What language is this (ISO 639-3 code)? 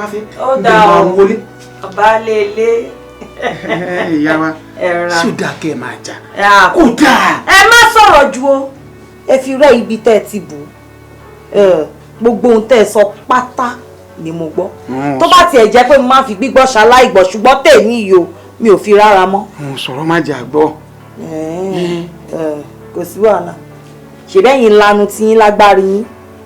yor